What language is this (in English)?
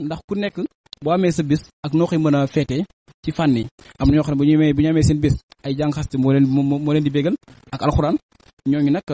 Wolof